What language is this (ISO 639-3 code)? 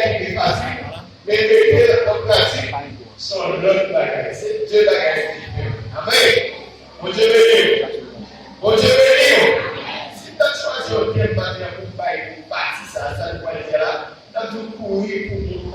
hat